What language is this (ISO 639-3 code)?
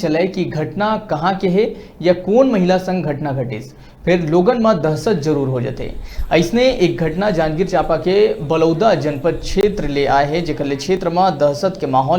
hne